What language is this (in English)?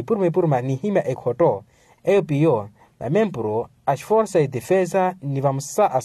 Makhuwa